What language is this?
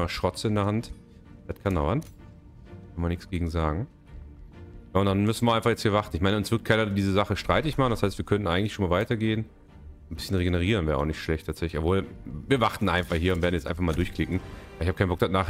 German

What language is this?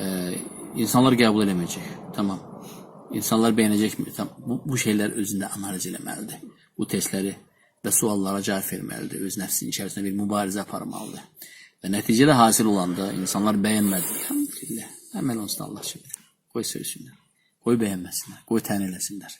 Azerbaijani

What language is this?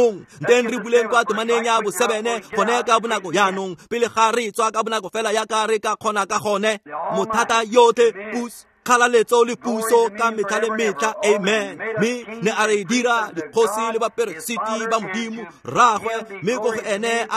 Tswana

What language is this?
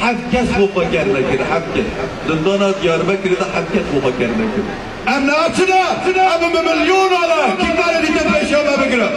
Kurdish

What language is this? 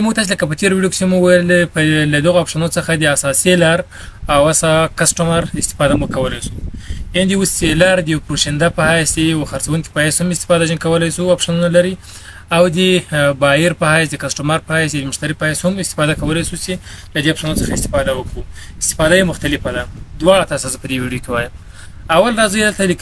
Pashto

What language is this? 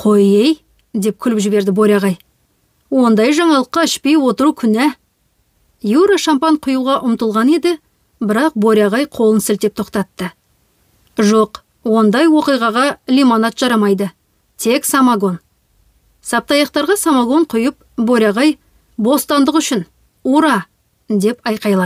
Kazakh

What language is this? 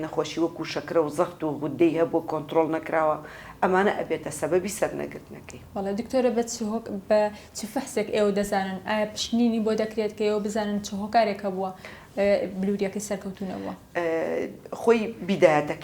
Central Kurdish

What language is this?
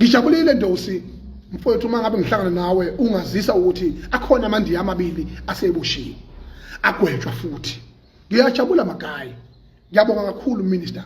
Zulu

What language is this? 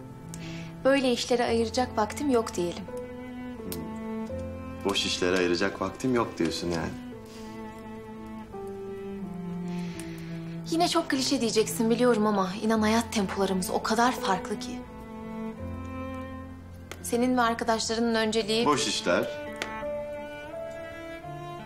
Turkish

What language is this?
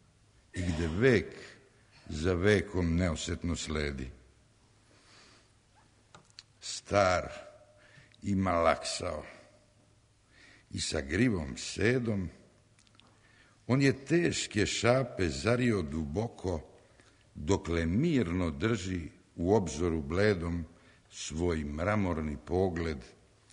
Serbian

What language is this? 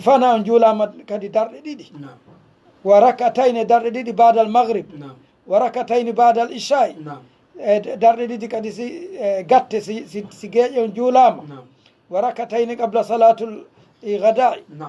Fula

